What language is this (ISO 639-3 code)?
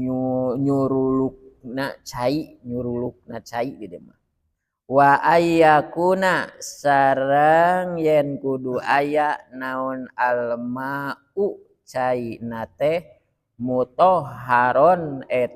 sun